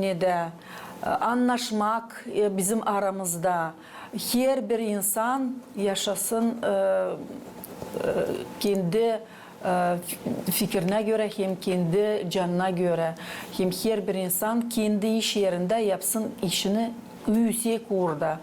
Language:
Gagauz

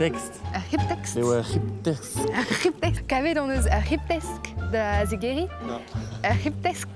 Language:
Breton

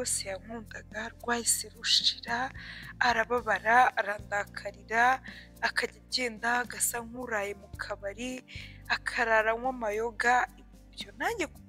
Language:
Kinyarwanda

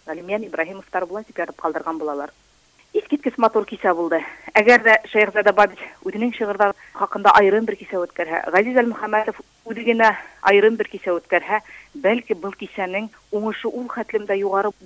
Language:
Bashkir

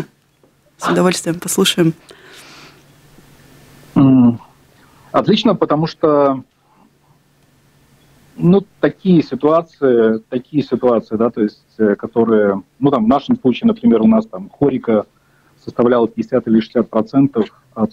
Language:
Russian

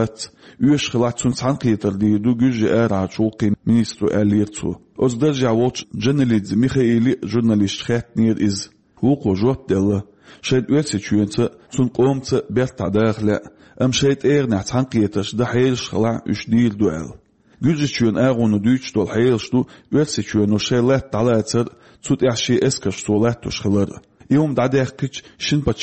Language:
Chechen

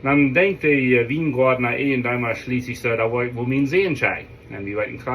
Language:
Plautdietsch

